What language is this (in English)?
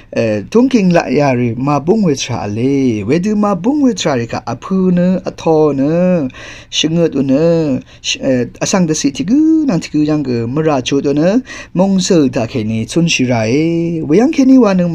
Rawang